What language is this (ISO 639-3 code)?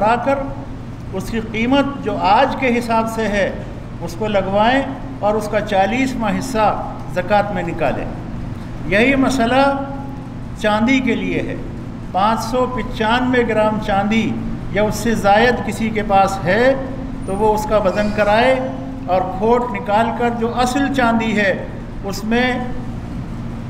urd